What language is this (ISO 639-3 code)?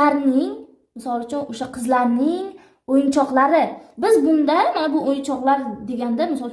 uzb